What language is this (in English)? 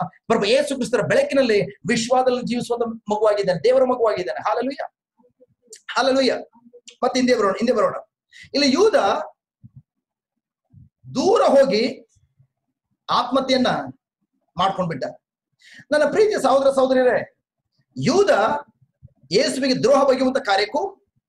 Kannada